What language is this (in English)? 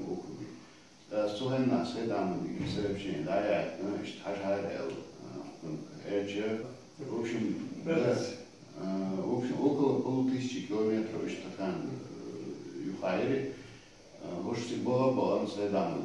Chechen